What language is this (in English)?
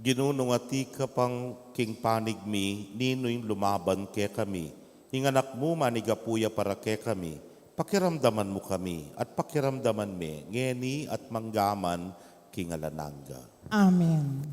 Pampanga